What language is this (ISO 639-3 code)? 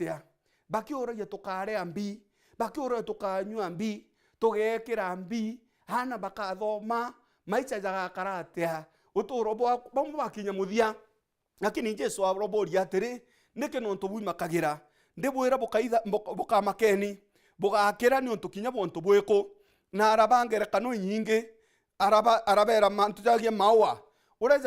mer